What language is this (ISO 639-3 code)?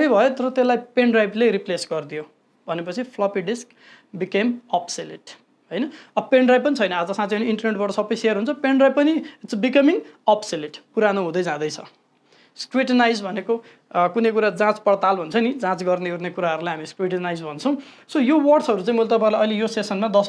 nep